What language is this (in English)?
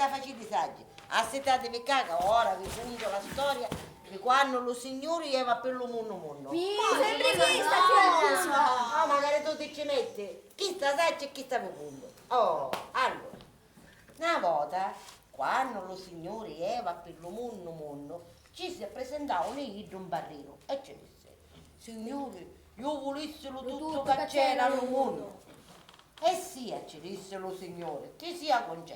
Sicilian